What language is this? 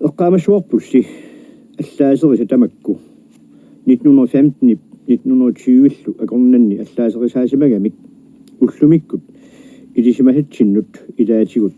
Kalaallisut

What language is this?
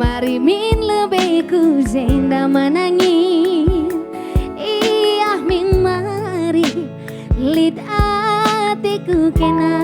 Batak Karo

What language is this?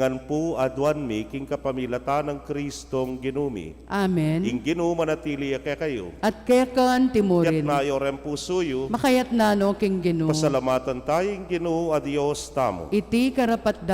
Pampanga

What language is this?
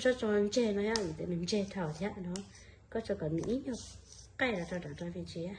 Hmong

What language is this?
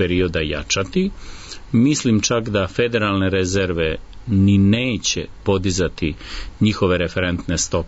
Serbian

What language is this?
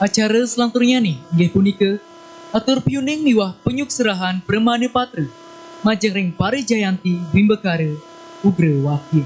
Balinese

